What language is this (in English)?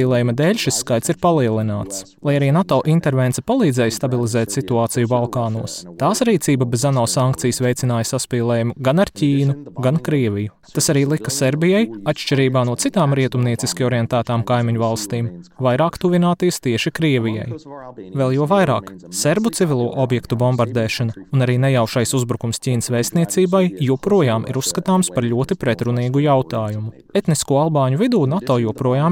Latvian